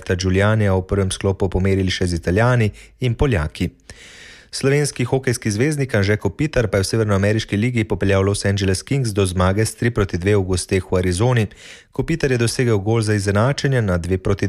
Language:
Slovenian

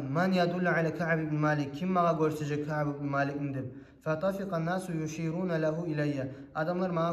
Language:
Kumyk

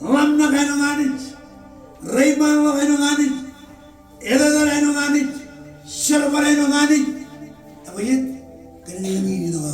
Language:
Marshallese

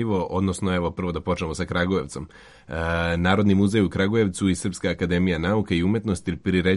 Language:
Serbian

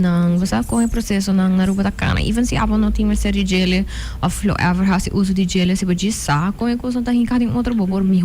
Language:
Papiamento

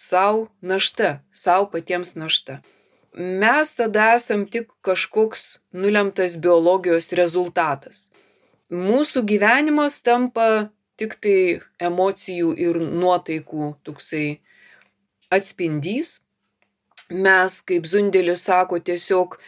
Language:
Lithuanian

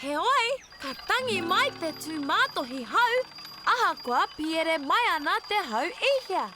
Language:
Māori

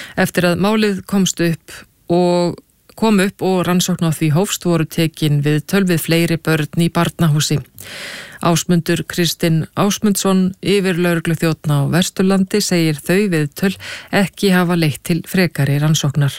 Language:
Icelandic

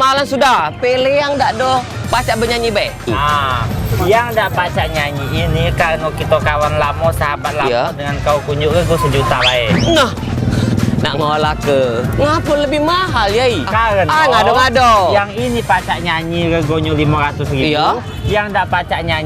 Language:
Musi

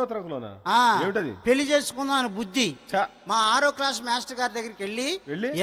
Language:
Telugu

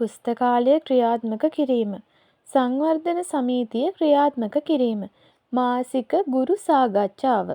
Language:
Sinhala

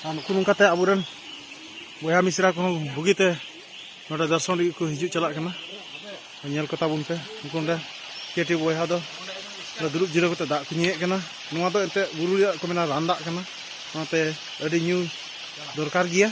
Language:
Santali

